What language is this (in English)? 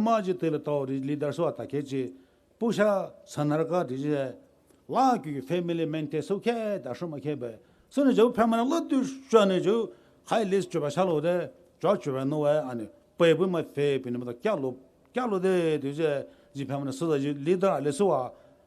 Poumei Naga